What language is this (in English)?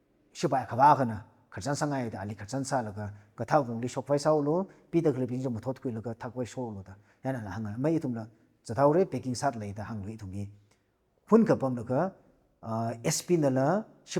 Tangkhul Naga (India)